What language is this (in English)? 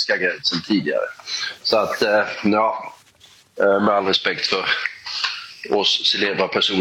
Swedish